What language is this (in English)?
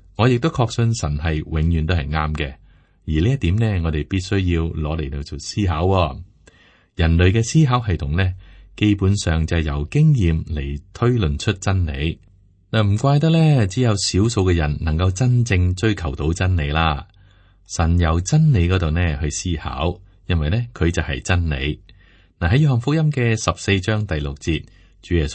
Cantonese